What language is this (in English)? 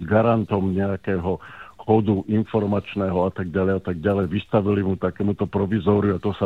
Slovak